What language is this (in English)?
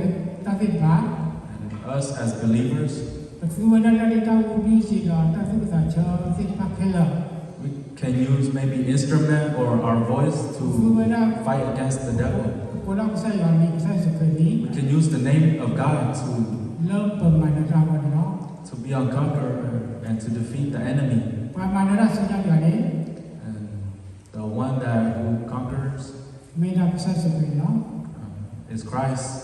S'gaw Karen